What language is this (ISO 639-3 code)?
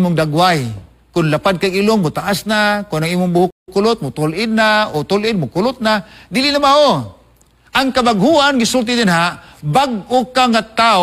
ceb